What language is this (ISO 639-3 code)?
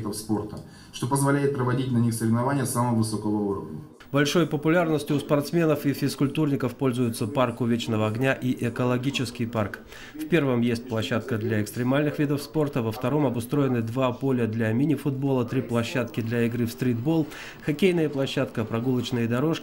rus